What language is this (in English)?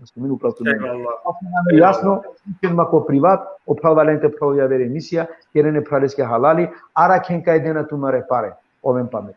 Balkan Romani